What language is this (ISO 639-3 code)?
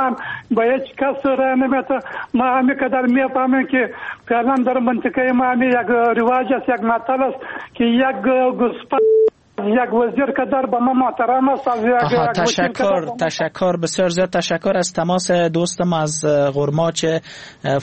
fas